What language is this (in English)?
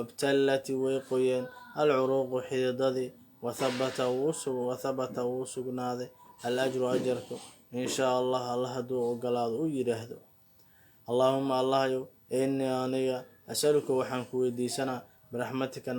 Somali